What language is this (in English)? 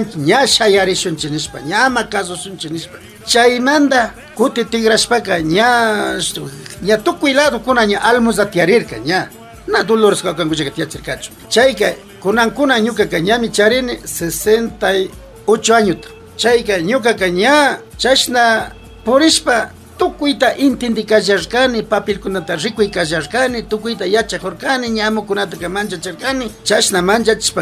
Imbabura Highland Quichua